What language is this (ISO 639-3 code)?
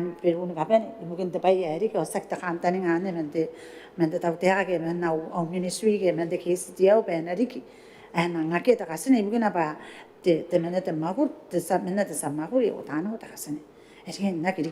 gil